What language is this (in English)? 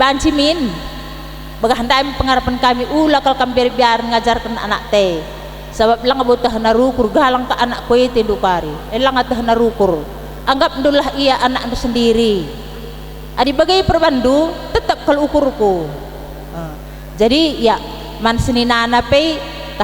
Batak Karo